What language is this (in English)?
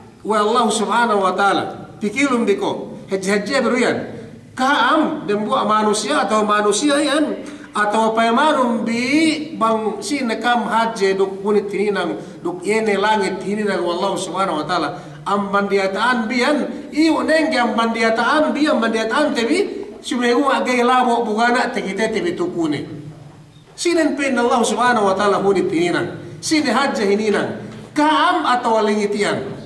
Yakan